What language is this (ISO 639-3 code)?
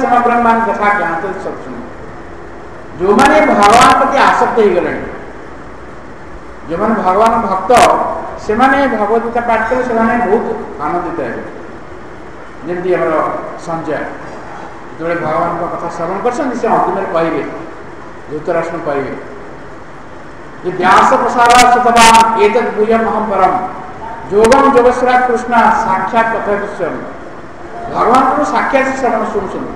ori